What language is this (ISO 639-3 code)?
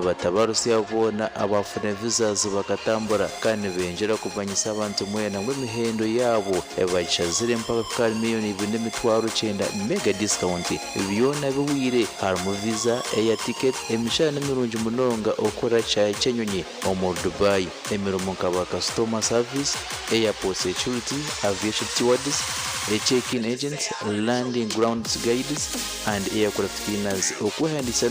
nyn